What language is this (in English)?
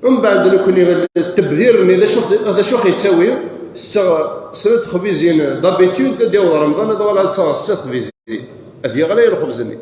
Kabyle